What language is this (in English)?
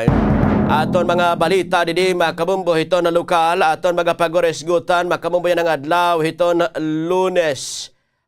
Waray